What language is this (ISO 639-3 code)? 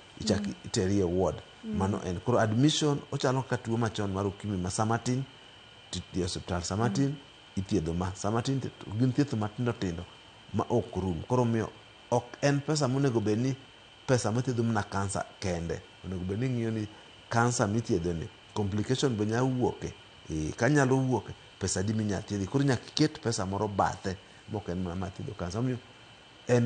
luo